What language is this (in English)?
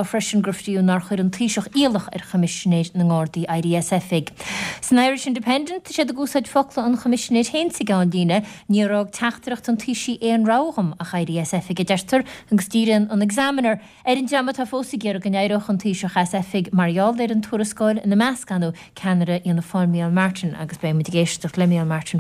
Irish